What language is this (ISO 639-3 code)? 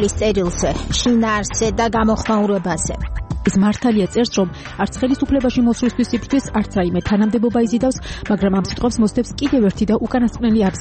kat